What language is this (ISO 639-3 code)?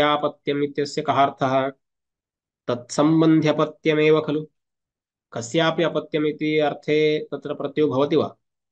san